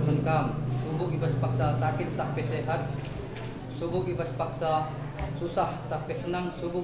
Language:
Batak Karo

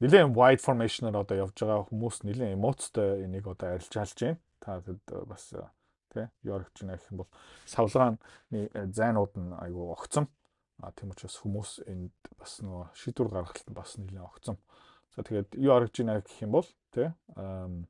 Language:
Mongolian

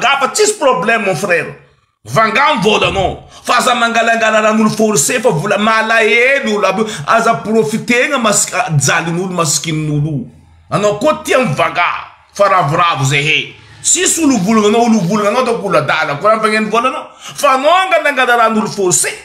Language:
Malagasy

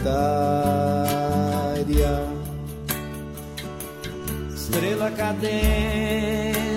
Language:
Portuguese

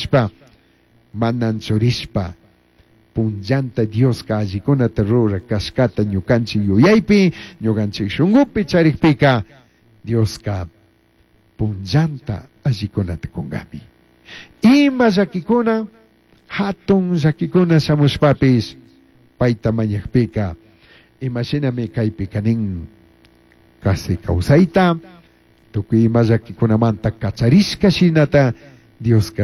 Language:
Chimborazo Highland Quichua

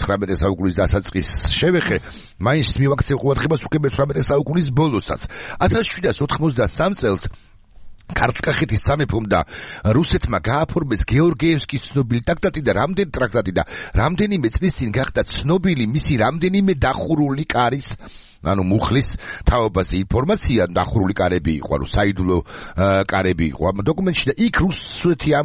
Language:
Georgian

